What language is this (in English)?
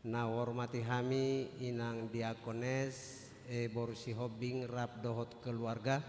Batak Toba